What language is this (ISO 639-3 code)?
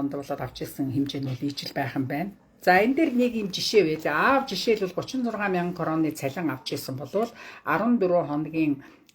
mon